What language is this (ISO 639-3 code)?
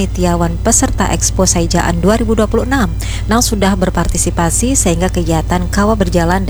bjn